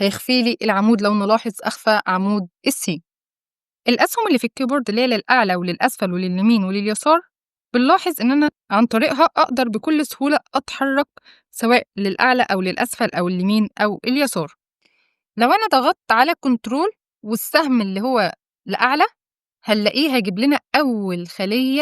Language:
Egyptian Arabic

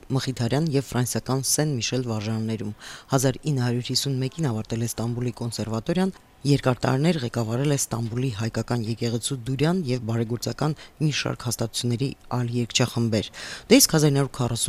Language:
Armenian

